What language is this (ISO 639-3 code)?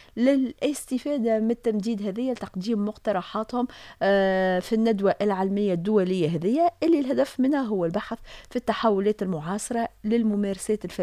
aeb